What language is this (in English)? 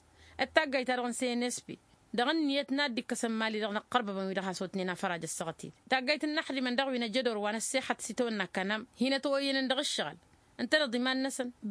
Tamasheq